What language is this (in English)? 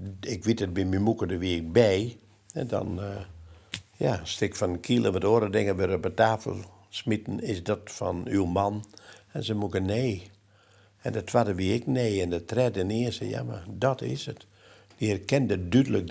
Western Frisian